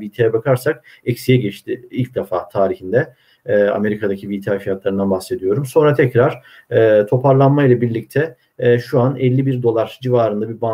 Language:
Turkish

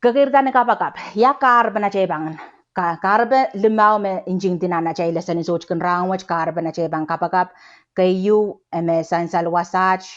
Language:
Pohnpeian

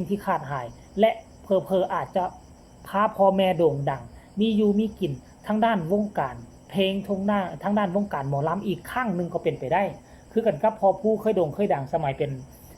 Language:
Northeastern Thai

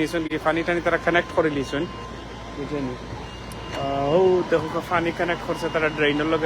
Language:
Sylheti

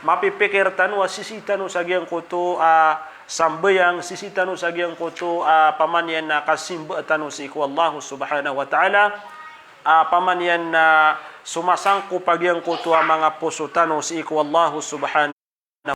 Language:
Maranao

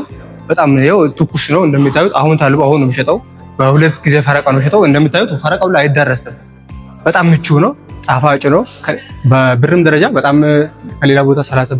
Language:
Amharic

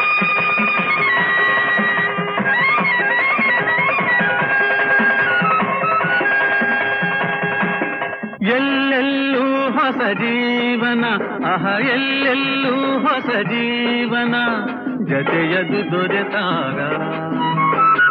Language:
Kannada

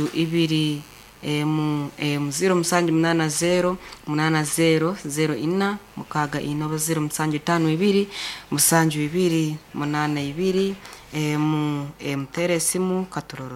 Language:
Nyoro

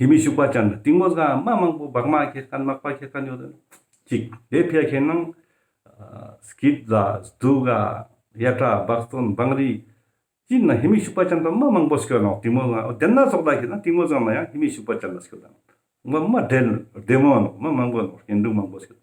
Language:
Ladakhi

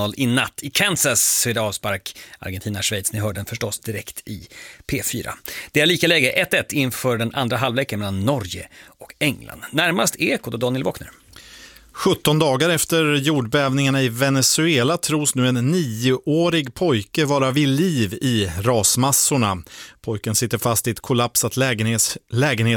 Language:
Swedish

